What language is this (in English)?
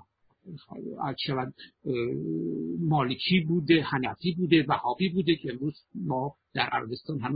Persian